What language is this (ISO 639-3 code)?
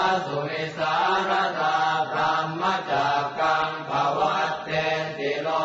pli